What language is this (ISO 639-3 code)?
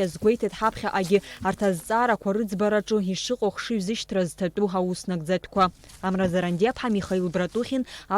abk